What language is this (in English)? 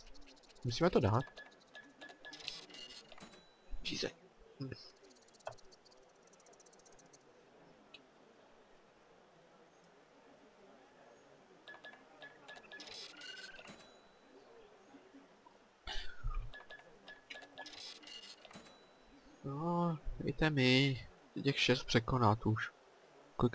Czech